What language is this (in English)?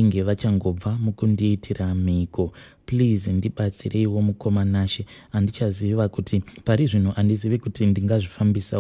Shona